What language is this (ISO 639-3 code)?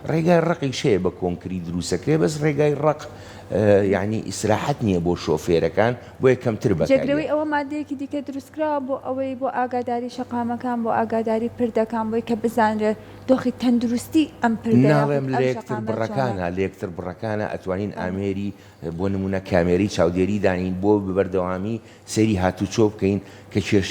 ckb